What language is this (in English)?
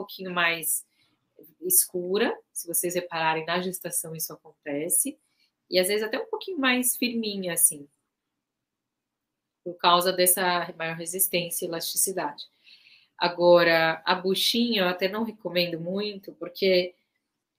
Portuguese